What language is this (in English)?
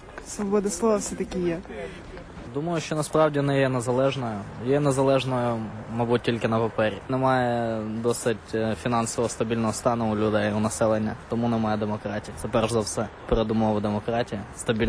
Ukrainian